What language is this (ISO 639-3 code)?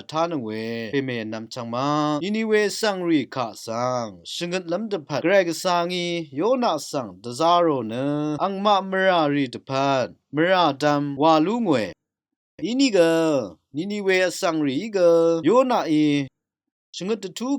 raw